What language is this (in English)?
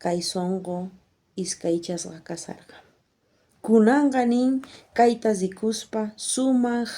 South Bolivian Quechua